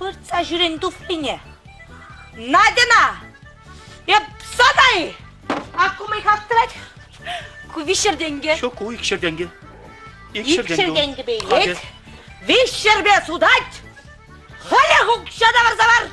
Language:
Chuvash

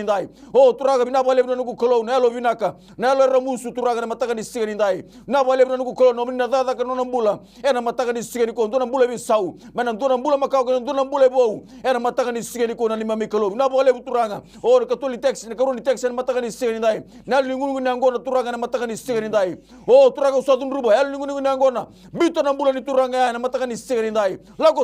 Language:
Fijian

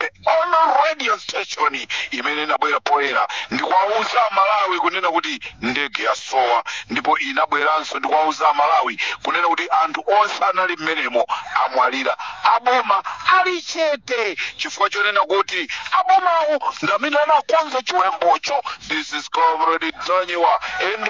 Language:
Nyanja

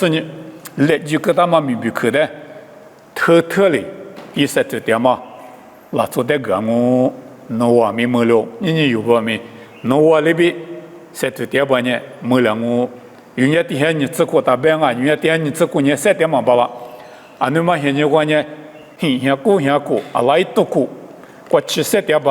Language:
Lisu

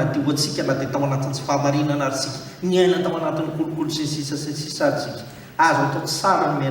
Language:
Malagasy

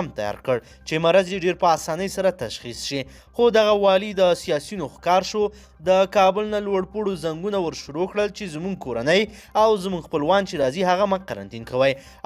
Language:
Pashto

